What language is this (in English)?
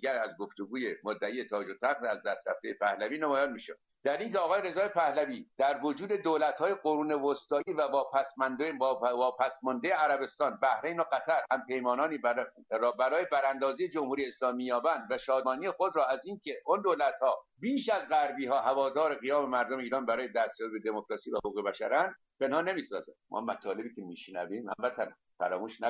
Persian